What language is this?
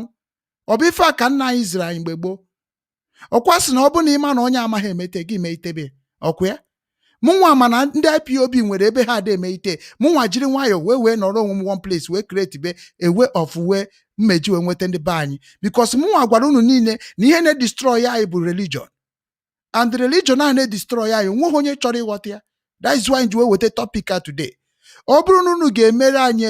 Igbo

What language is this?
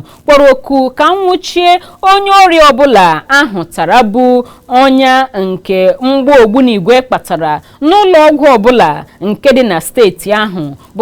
Igbo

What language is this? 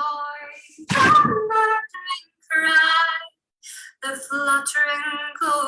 Scots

